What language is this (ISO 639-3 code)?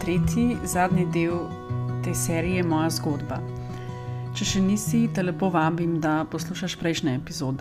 slv